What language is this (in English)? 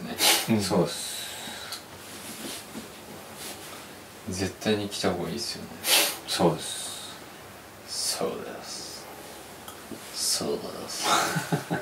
Japanese